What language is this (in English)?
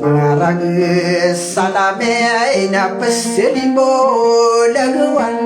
Maranao